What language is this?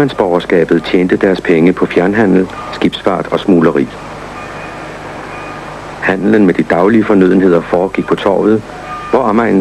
Danish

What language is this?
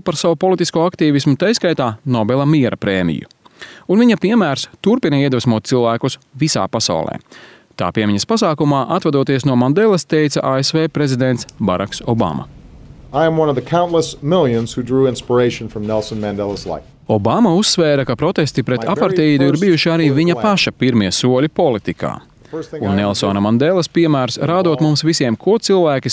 Latvian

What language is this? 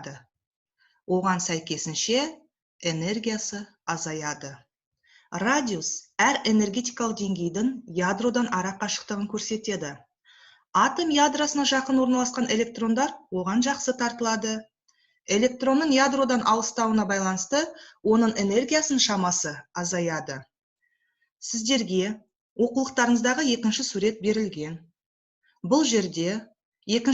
Kazakh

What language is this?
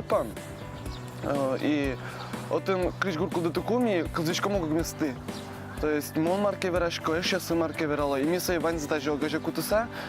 Udmurt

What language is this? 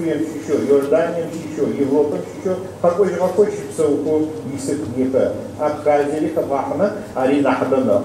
Adyghe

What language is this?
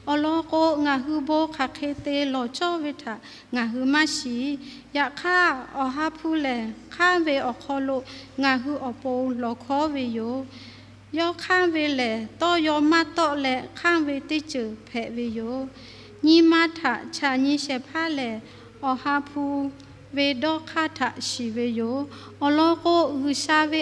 Lahu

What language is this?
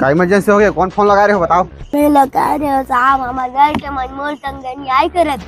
Chhattisgarhi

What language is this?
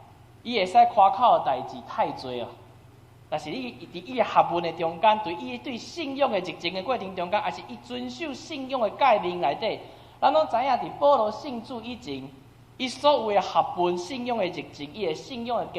Min Nan Chinese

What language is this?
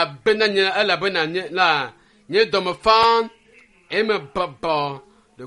Ewe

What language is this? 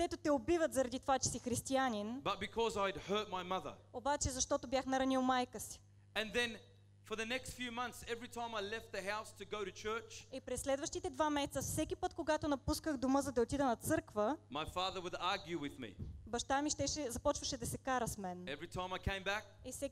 Bulgarian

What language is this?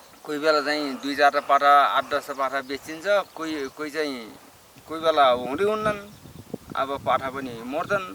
Nepali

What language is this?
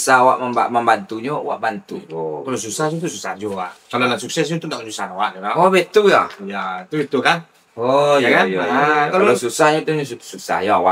Minangkabau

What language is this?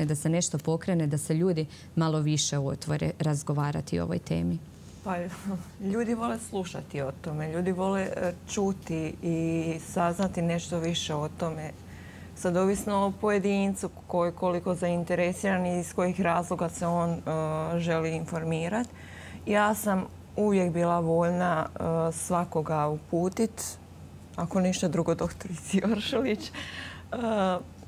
Croatian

